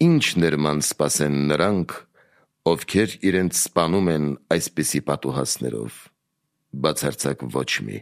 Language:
Armenian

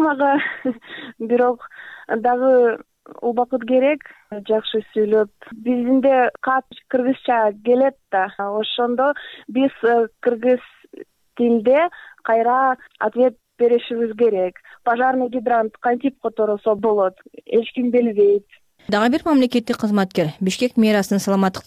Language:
Kyrgyz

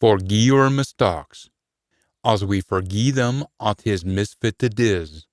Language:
Scots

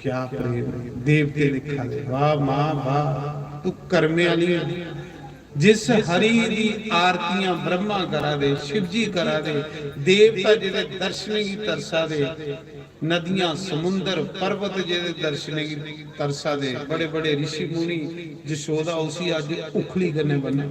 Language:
Dogri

